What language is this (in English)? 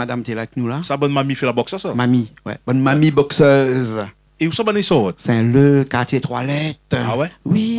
Réunion Creole French